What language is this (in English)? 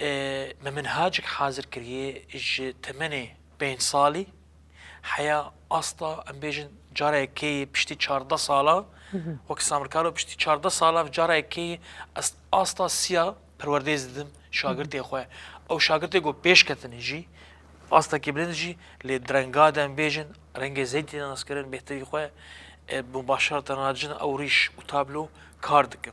Kurdish